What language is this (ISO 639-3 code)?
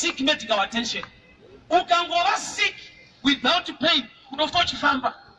sna